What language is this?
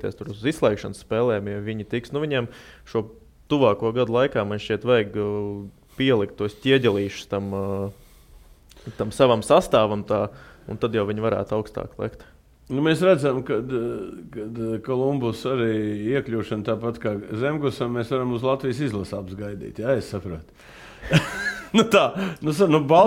Latvian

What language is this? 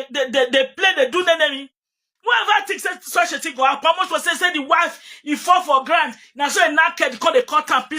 Nigerian Pidgin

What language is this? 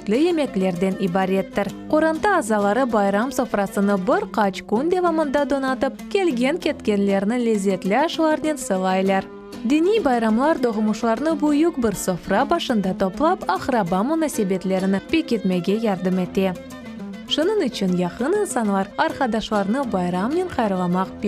Crimean Tatar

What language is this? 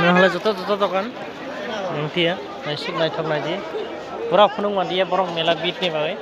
Kok Borok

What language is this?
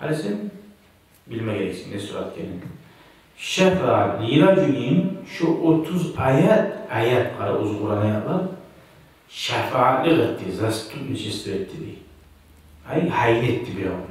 Kumyk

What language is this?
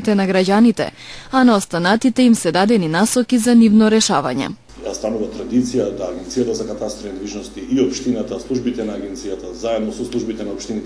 Macedonian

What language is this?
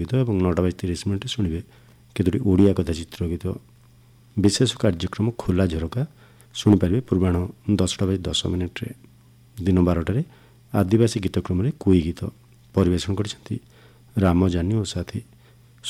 Odia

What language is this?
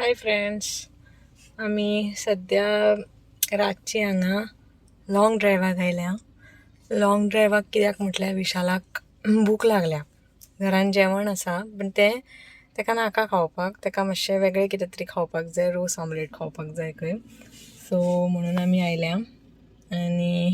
Konkani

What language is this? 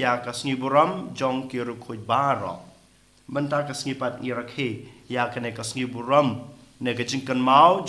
Khasi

